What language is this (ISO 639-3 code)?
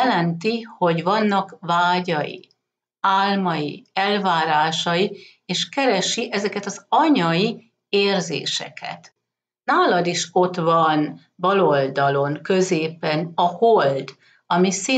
hun